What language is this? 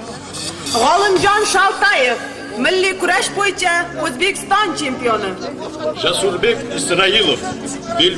Kara-Kalpak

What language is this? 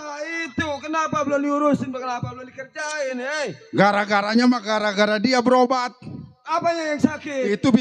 Betawi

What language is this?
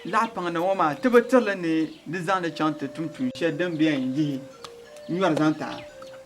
Dagbani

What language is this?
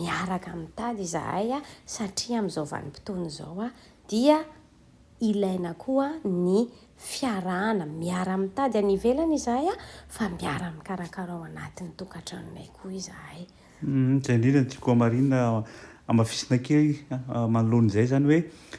Malagasy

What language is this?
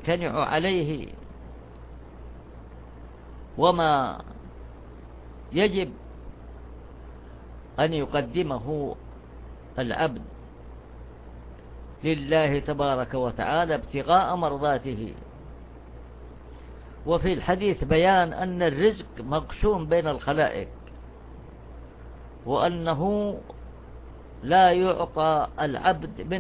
Arabic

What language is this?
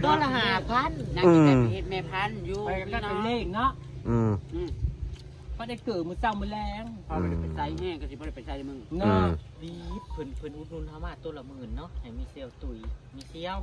Northeastern Thai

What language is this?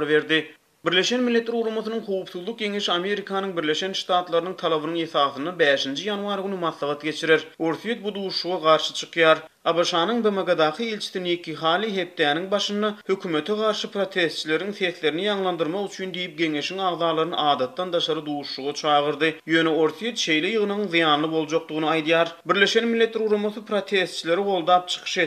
Turkmen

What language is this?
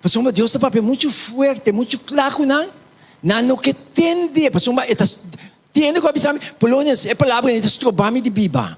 Papiamento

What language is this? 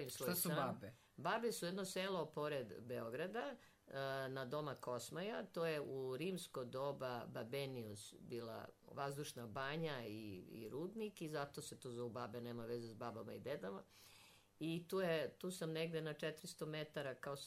Serbian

